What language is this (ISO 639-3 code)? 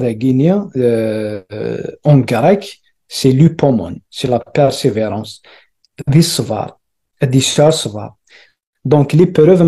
kab